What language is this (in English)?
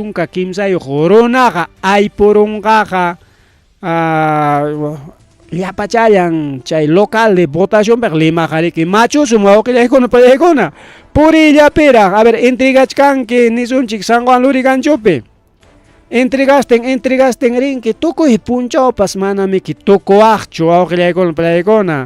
Ayacucho Quechua